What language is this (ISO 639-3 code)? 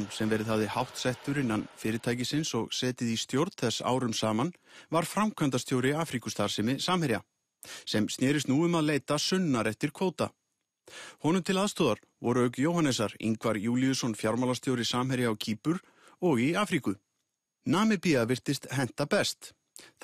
isl